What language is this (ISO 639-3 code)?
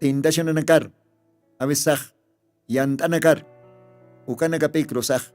aym